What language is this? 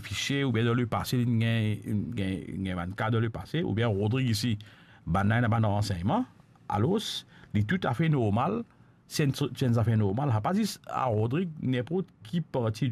Morisyen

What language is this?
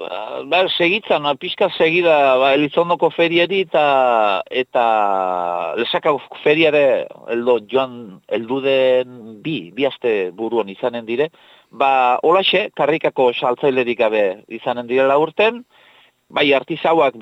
Basque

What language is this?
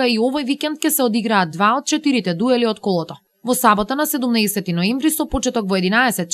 Macedonian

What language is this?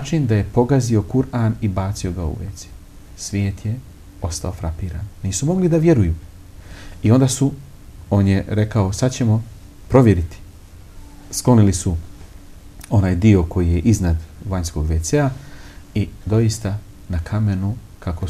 Bosnian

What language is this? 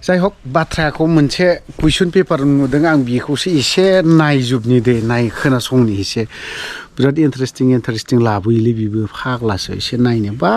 Bodo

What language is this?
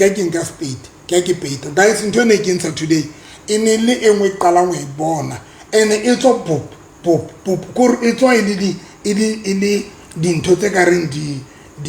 Southern Sotho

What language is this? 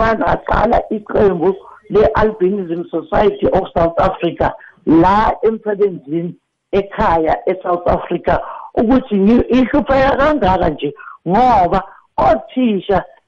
South Ndebele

